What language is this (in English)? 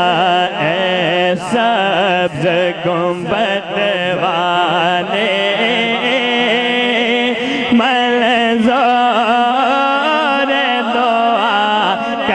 Urdu